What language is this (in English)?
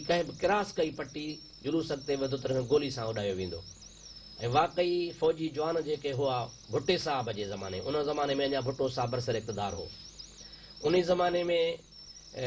Sindhi